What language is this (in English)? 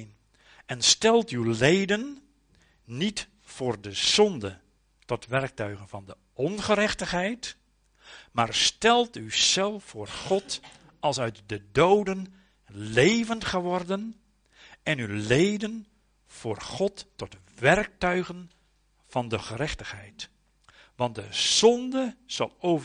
Dutch